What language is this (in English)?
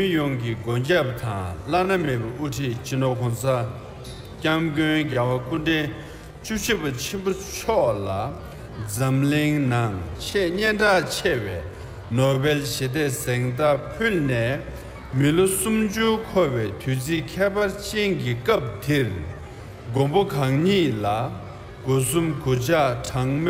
Tibetan